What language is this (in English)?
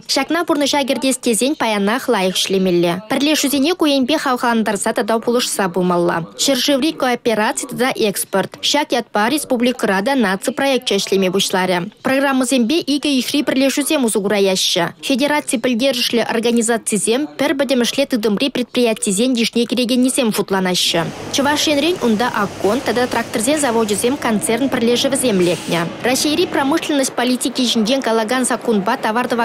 Chuvash